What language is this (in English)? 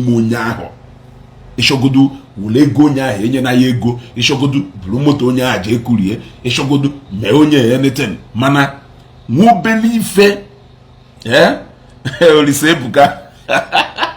Igbo